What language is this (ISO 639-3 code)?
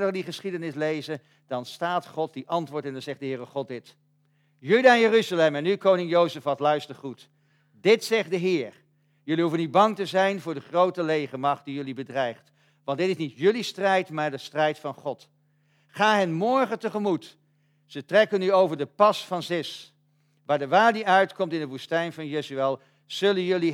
nld